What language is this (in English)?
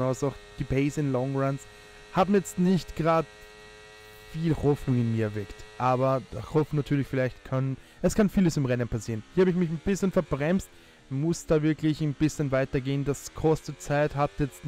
German